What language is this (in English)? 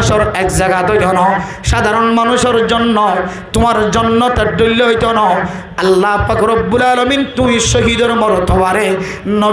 Rohingya